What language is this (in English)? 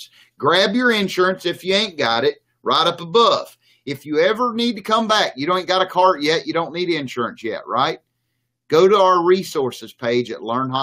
English